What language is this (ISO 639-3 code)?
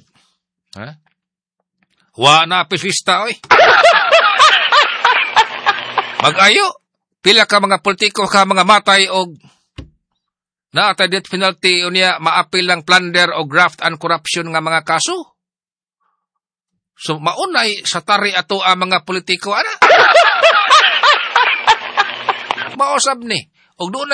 ceb